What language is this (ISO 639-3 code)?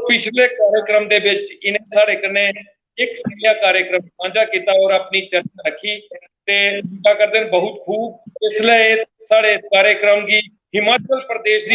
doi